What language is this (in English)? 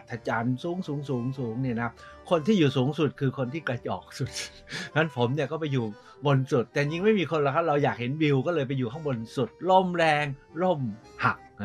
Thai